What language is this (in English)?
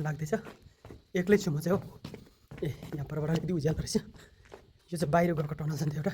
Nepali